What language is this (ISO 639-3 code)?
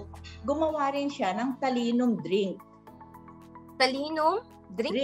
fil